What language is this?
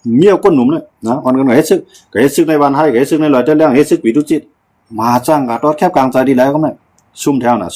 Shan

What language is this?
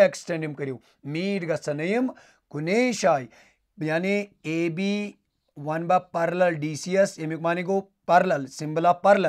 Kashmiri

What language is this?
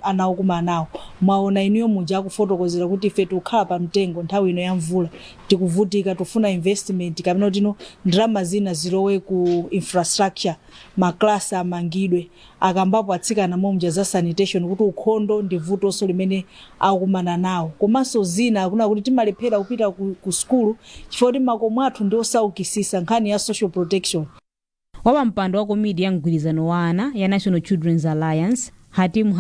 Nyanja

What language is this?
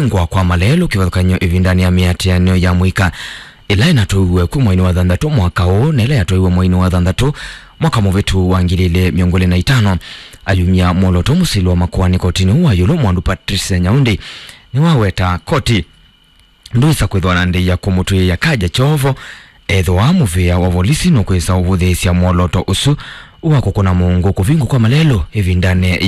Kamba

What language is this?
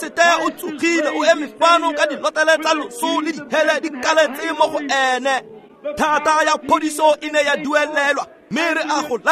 Tswana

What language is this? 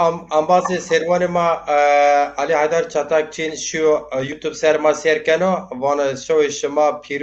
Zaza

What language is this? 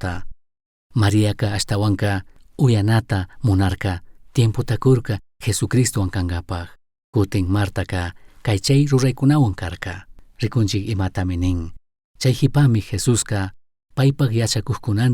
Chimborazo Highland Quichua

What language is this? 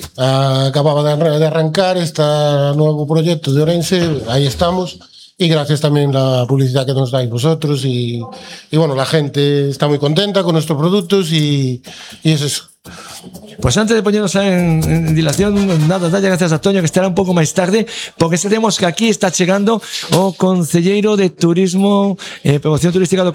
Galician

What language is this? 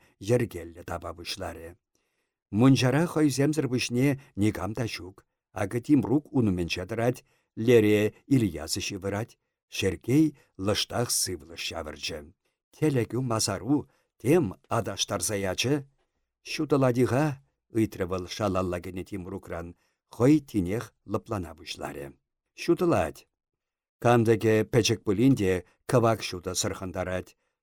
Chuvash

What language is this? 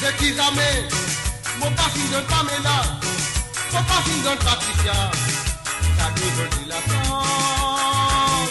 Morisyen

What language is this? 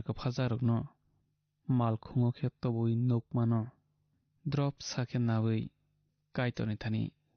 Kok Borok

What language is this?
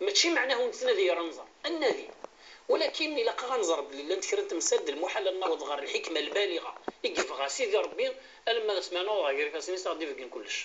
Kabyle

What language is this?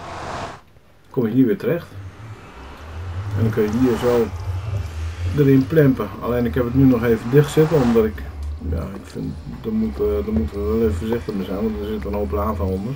Dutch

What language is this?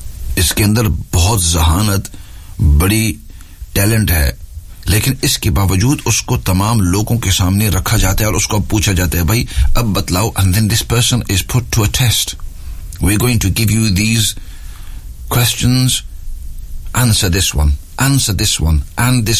Urdu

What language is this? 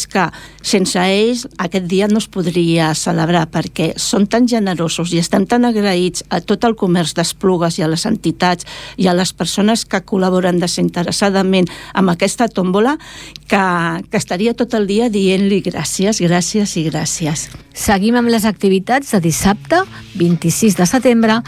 Catalan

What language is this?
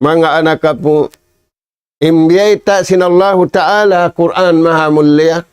Tausug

